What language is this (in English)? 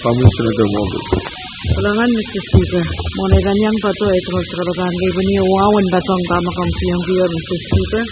Pohnpeian